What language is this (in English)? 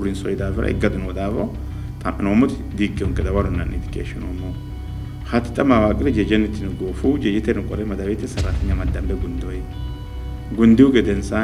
Sidamo